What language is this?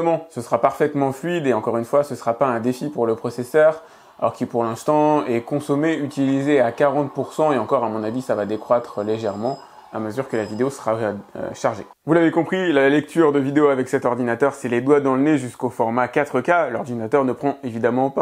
French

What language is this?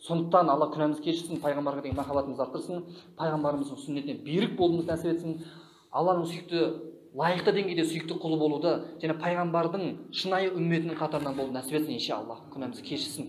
Kazakh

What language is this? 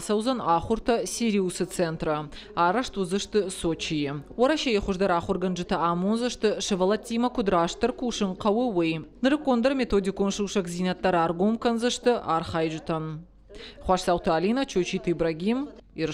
Ossetic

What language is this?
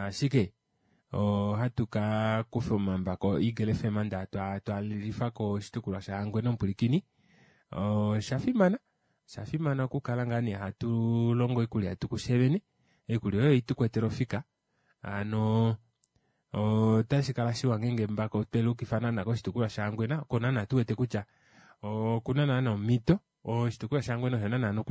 Kuanyama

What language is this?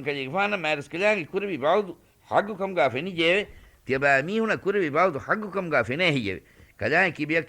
Divehi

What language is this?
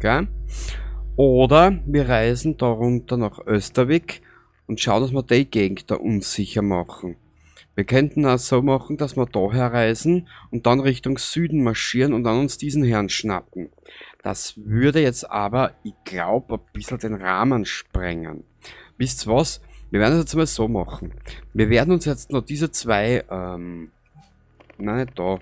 Bavarian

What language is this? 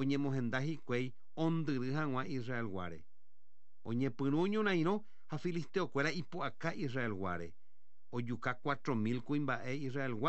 Guarani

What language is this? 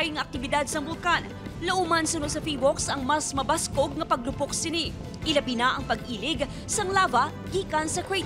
Hiligaynon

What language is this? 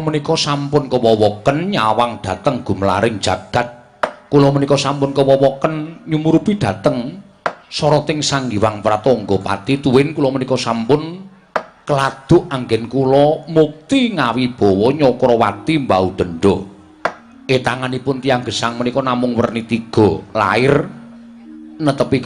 Javanese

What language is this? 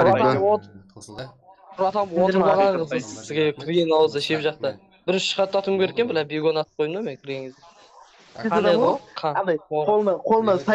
Kara-Kalpak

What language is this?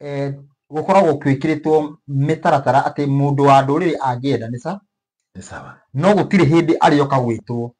Kikuyu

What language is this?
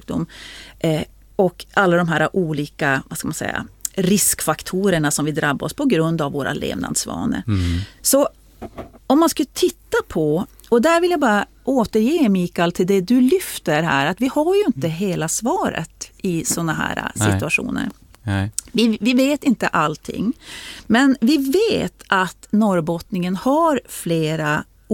Swedish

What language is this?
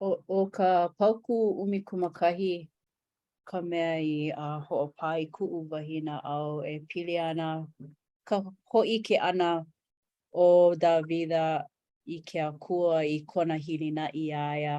Hawaiian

